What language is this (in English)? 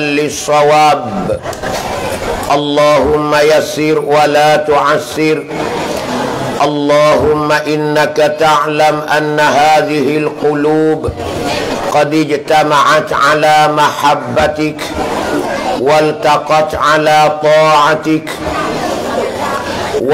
Pattani Malay